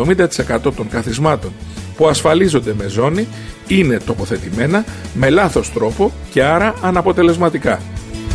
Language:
Greek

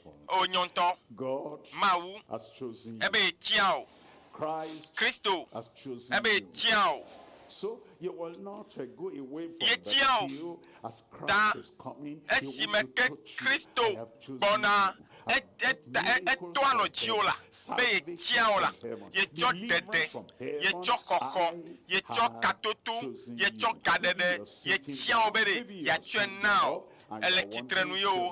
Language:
Ewe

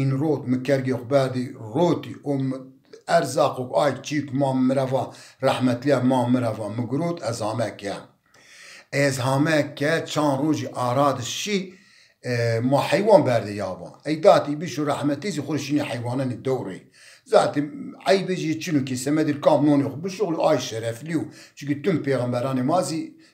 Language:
Zaza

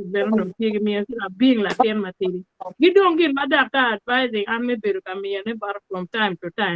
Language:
Acoli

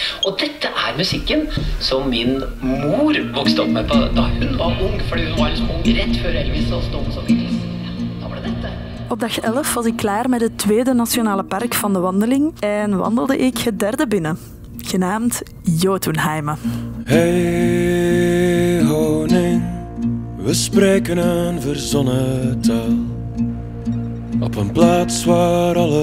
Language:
Dutch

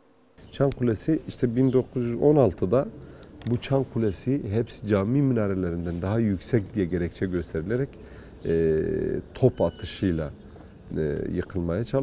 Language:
Turkish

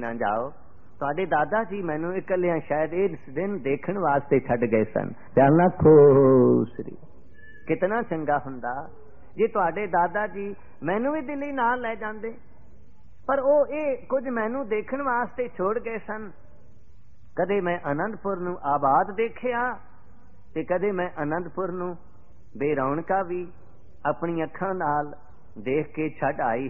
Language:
Punjabi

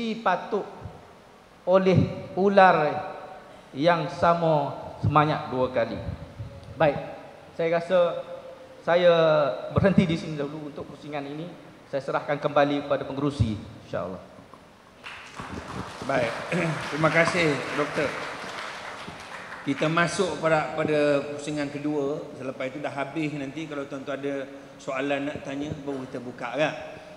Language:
Malay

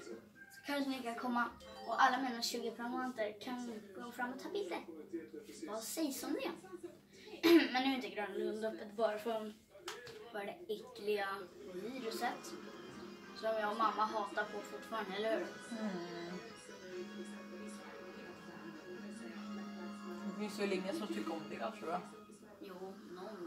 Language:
Swedish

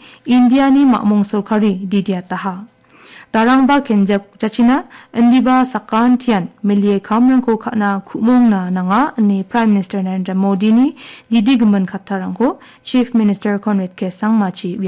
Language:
Garo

